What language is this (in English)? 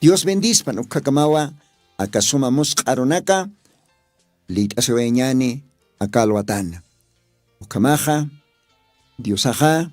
Aymara